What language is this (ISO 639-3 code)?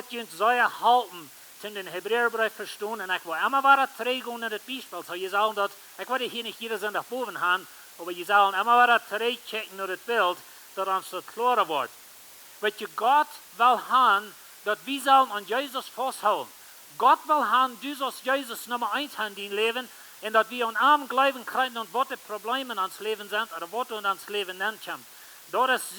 pdt